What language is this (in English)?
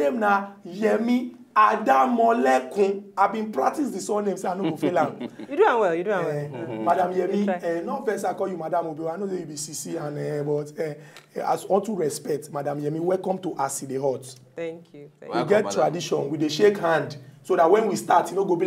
Nigerian Pidgin